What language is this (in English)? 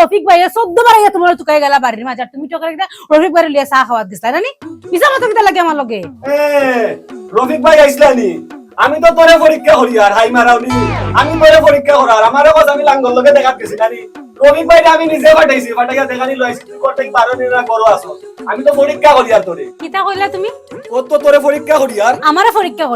Sylheti